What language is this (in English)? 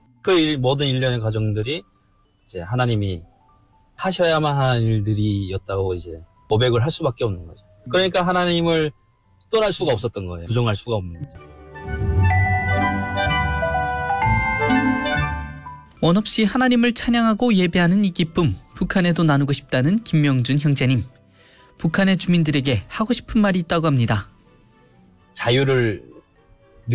Korean